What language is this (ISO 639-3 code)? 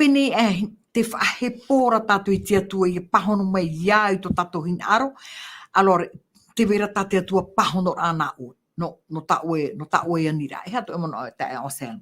tah